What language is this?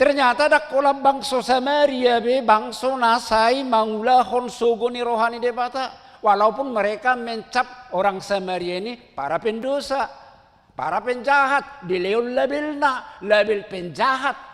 Batak Toba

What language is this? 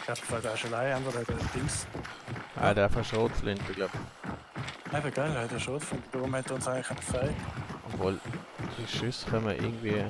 Swiss German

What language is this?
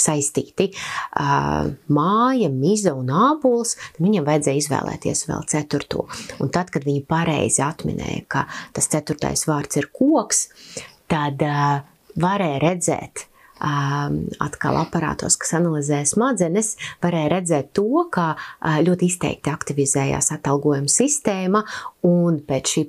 Latvian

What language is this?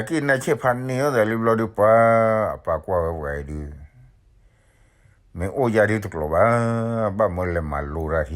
S'gaw Karen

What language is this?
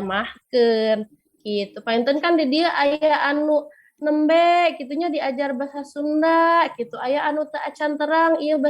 Sundanese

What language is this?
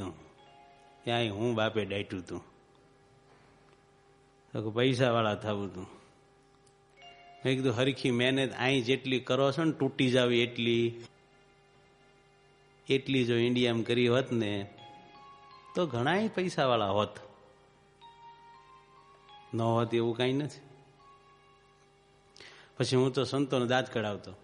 Gujarati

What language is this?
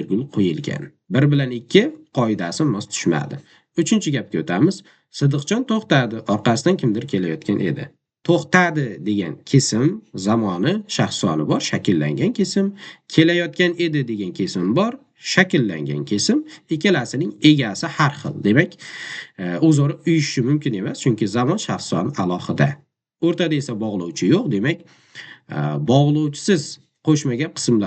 Uzbek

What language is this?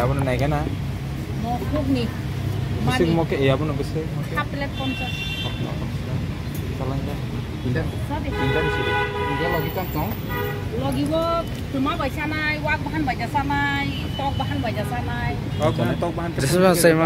Kok Borok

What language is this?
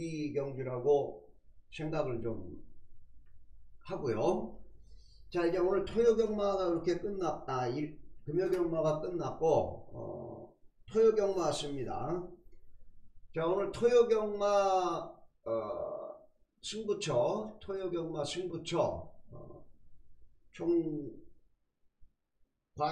Korean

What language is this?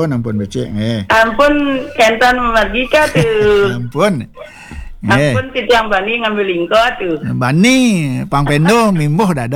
Balinese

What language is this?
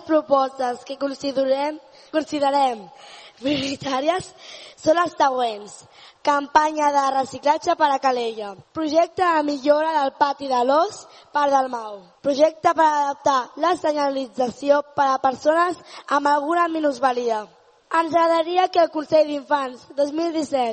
Catalan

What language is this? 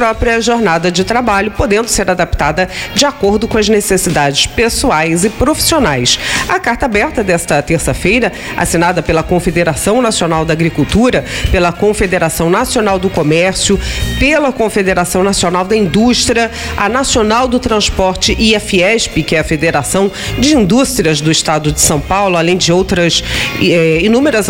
Portuguese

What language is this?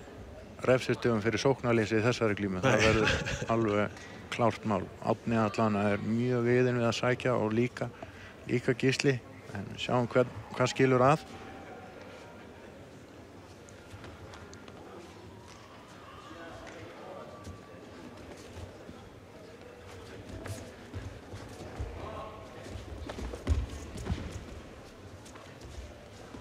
Icelandic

